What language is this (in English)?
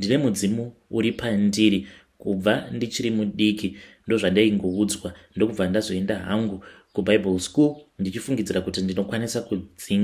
Shona